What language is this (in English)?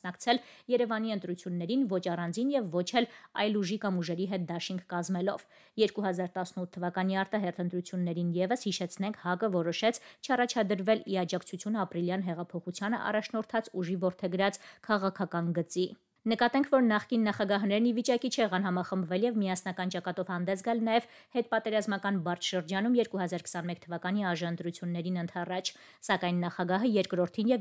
Armenian